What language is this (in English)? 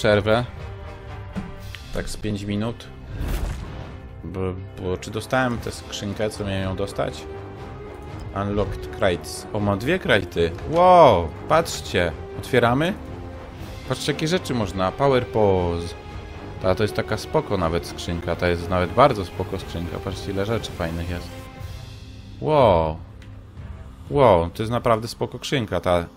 Polish